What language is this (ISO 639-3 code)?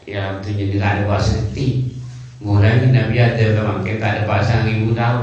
mad